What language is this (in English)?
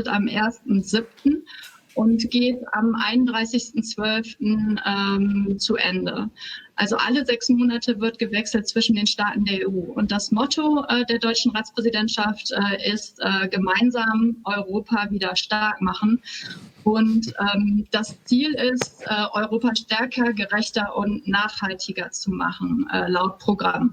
German